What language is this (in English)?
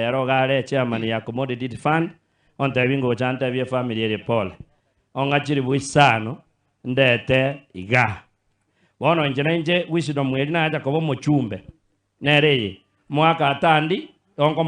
Gusii